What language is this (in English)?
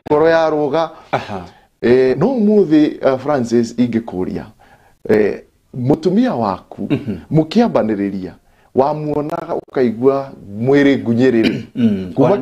Kikuyu